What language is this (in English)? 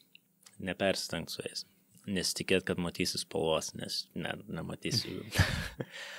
Lithuanian